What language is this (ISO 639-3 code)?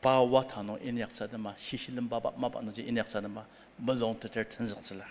njo